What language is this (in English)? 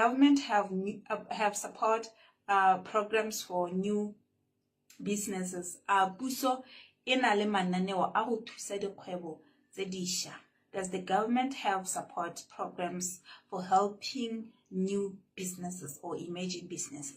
Tswana